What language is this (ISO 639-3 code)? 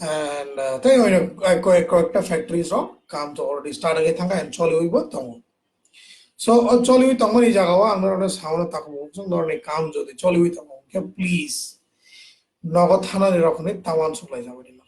trp